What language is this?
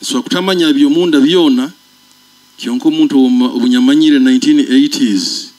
Nyoro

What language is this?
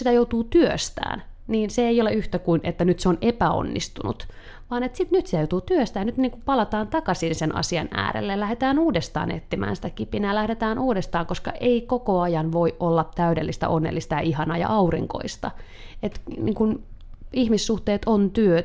Finnish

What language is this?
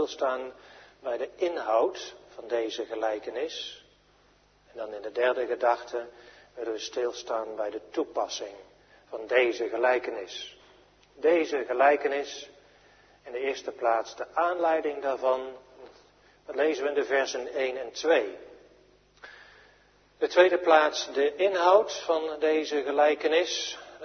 Dutch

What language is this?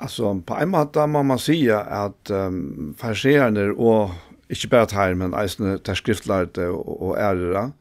Faroese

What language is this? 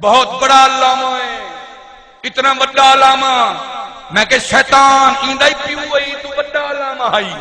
Saraiki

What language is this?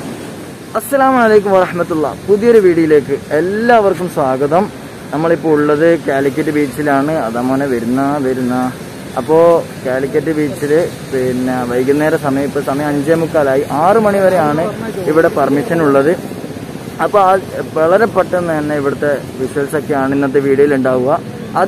Malayalam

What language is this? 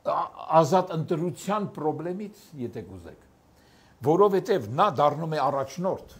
Armenian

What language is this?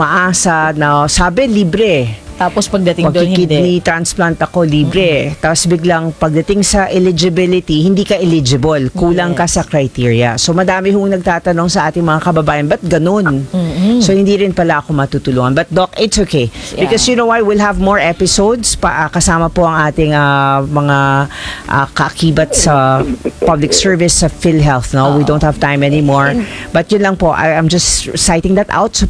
Filipino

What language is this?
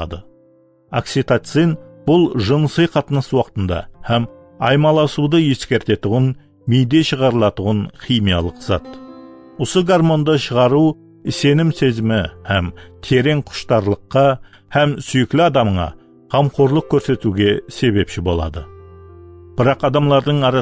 Kara-Kalpak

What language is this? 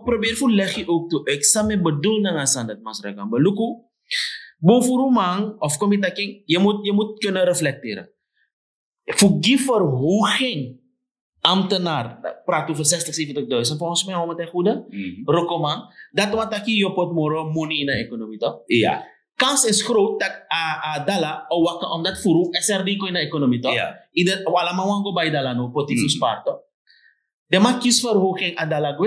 Sranan Tongo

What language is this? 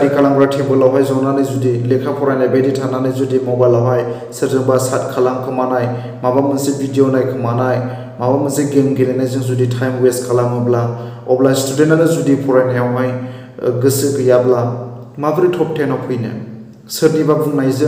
Bodo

